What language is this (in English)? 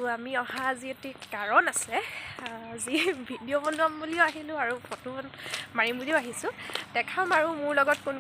Assamese